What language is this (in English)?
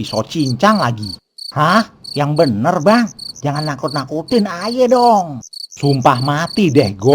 Betawi